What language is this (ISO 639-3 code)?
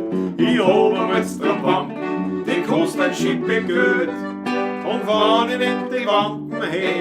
bar